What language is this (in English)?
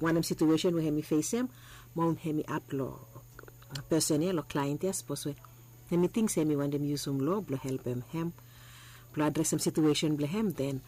Bislama